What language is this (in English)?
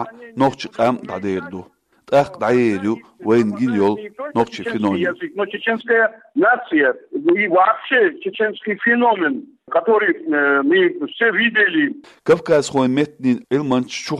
Chechen